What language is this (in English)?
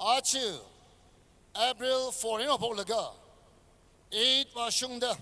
Tangkhul Naga (India)